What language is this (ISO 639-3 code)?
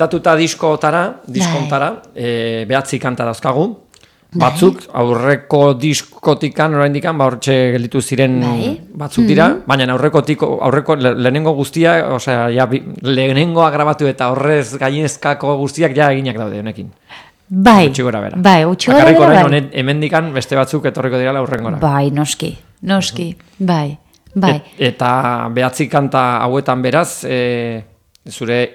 eus